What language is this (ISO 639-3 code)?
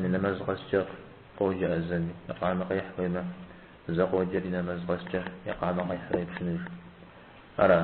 kbd